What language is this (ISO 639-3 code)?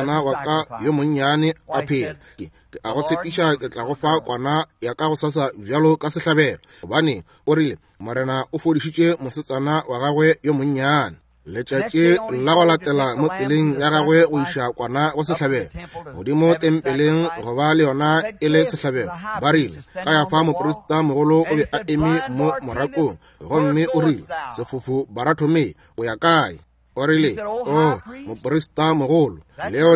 nso